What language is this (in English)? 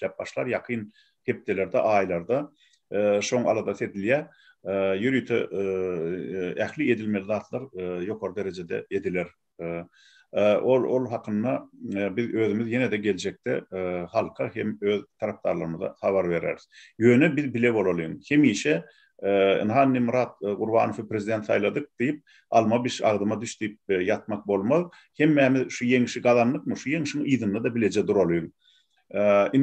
Turkmen